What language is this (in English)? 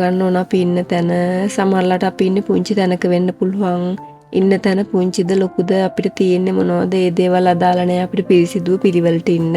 Sinhala